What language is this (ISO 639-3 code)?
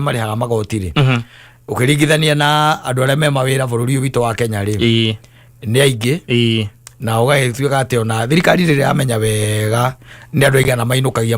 kik